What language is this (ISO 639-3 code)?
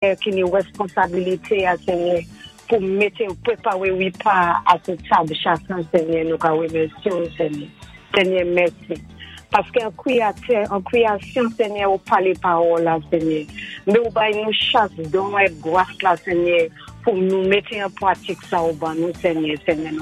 acf